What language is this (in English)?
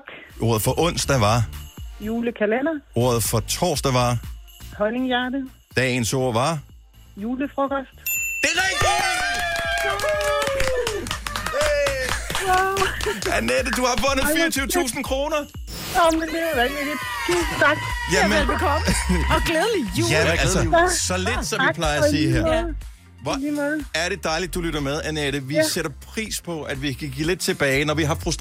Danish